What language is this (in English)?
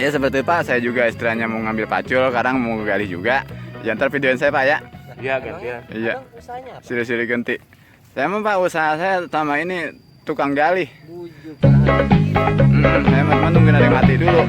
Betawi